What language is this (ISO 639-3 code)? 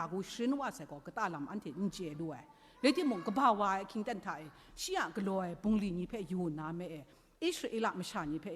kac